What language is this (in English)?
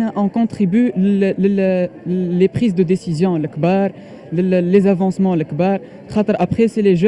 Tunisian Arabic